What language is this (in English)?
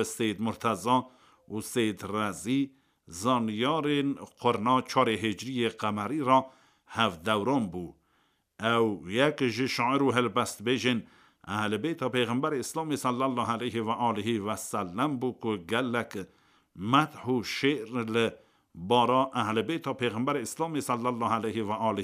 Kurdish